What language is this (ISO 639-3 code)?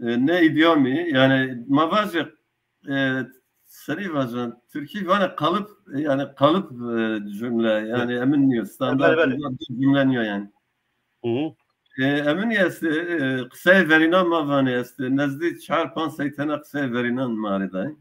zza